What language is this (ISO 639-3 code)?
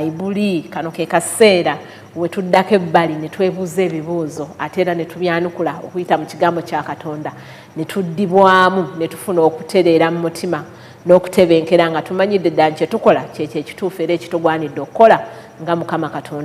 lug